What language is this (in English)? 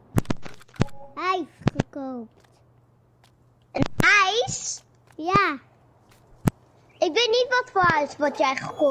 Dutch